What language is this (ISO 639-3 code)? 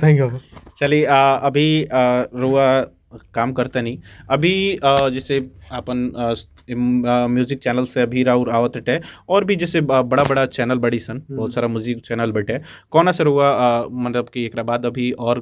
bho